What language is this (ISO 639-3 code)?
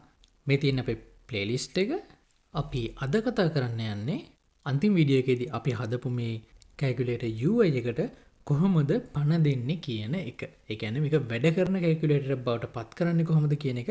sin